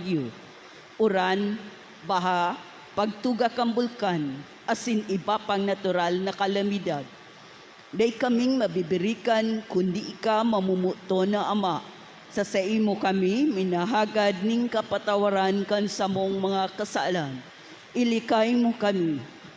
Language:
Bikol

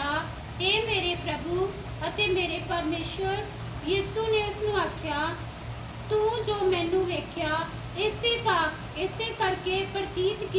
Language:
Punjabi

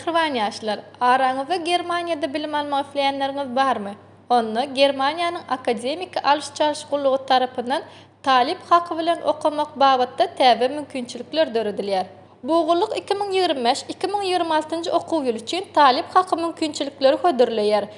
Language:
Turkmen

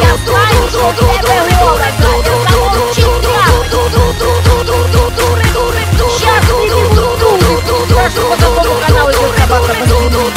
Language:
Russian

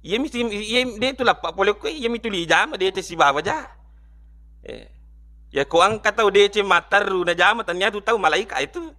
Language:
Buginese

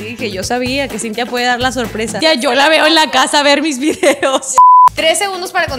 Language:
Spanish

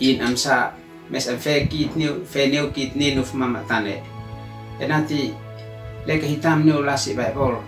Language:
Uab Meto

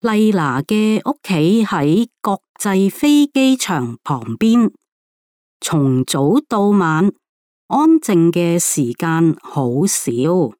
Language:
Cantonese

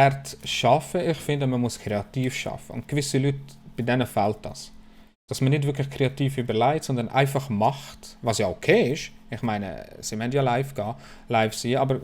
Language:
Swiss German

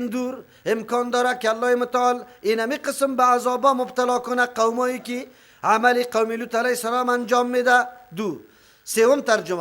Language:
Persian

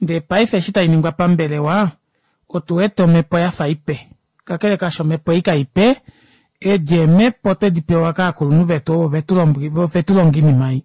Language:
Kuanyama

